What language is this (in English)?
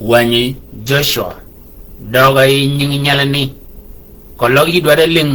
Shilluk